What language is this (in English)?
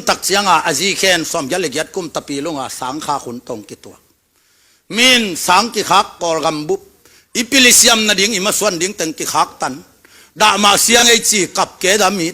Tedim Chin